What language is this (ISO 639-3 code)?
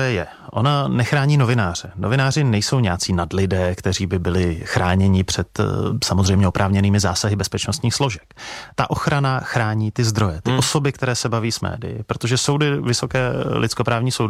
ces